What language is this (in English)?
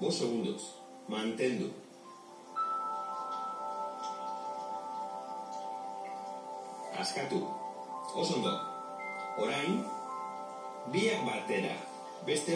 Basque